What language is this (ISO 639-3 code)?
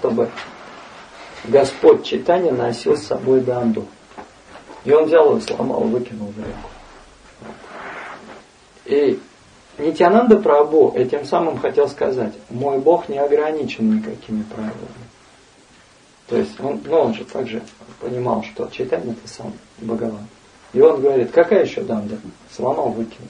rus